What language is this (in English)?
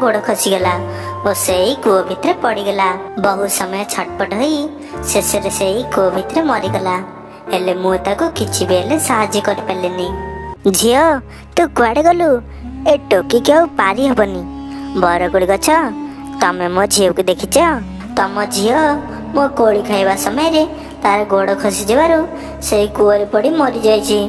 Odia